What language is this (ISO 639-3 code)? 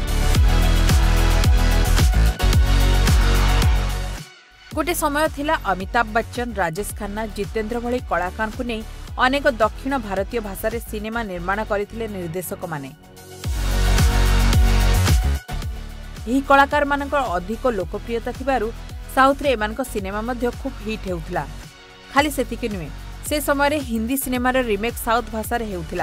ori